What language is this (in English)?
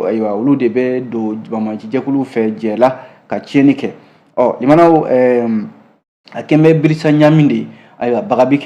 Bambara